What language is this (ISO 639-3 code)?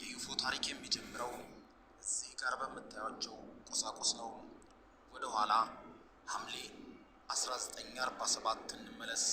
amh